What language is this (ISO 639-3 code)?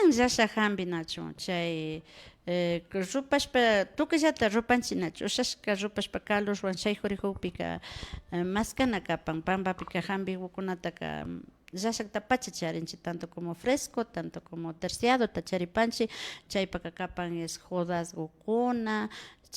qvi